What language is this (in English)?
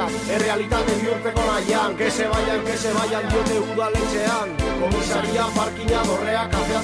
Basque